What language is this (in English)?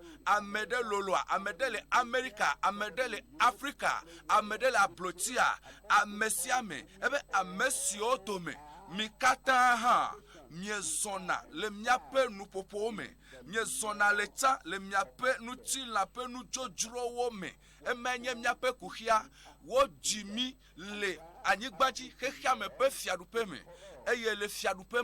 Ewe